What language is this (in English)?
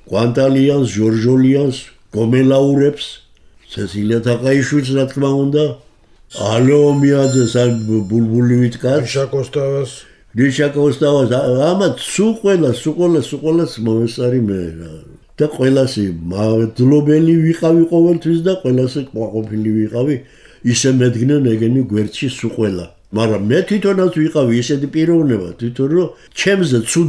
Georgian